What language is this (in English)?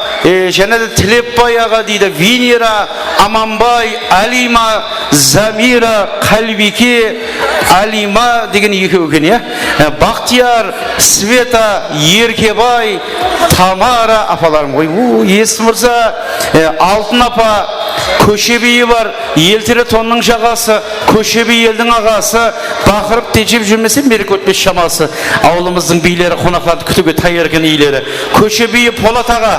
Kara-Kalpak